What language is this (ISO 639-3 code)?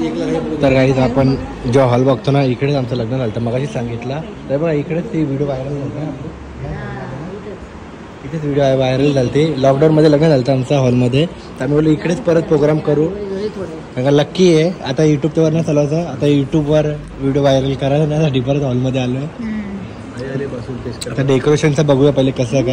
mar